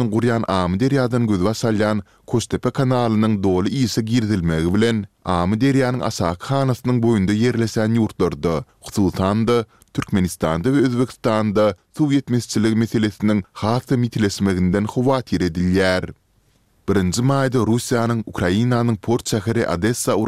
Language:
Turkmen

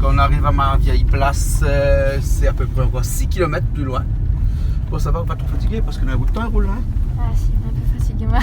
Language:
Réunion Creole French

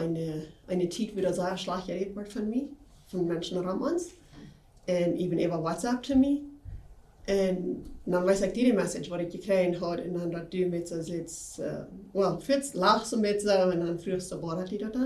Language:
Plautdietsch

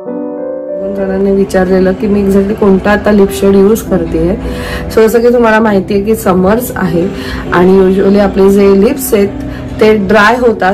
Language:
Marathi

